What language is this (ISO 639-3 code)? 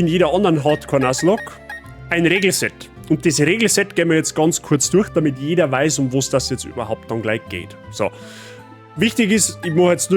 bar